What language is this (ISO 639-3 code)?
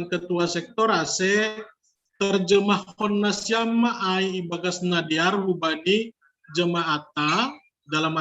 bts